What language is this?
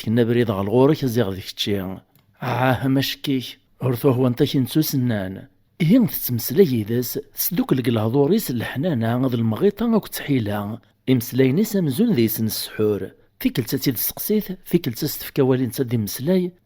Kabyle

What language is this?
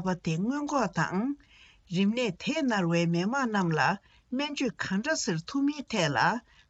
Tibetan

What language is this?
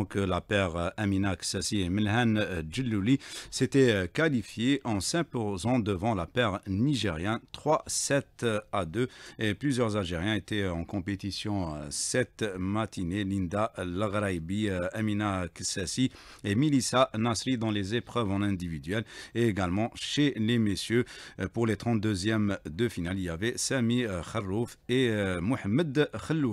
French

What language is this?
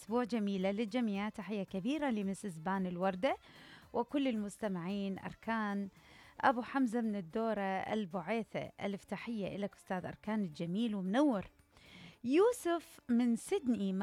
Mesopotamian Arabic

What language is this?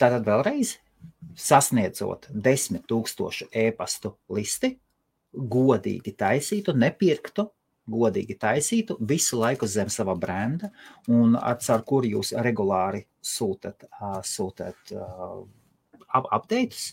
Latvian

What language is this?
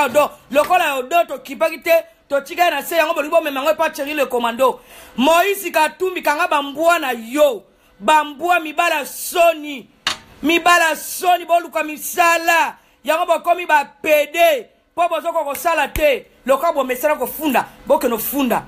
Lingala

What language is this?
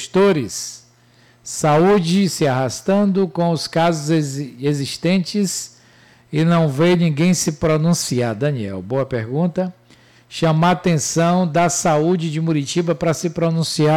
Portuguese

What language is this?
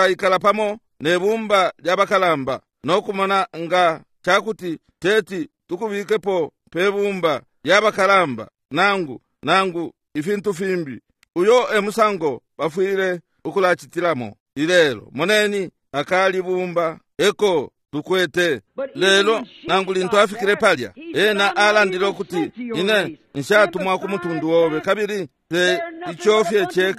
Bemba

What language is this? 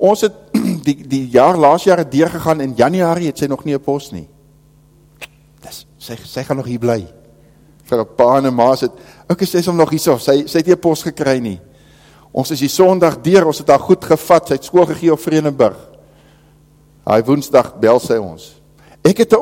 Afrikaans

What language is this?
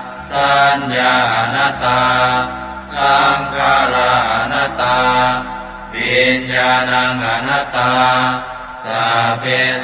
Pali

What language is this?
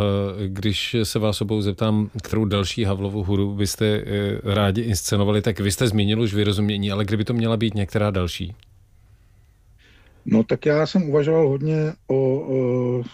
Czech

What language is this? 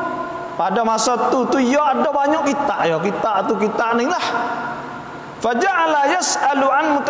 Malay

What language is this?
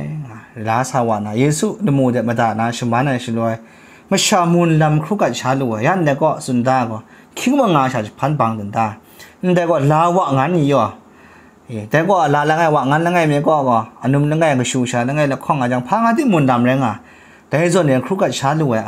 Kachin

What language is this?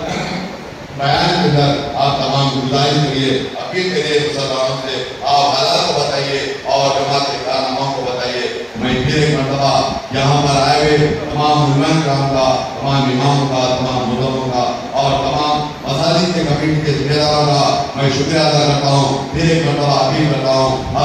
Urdu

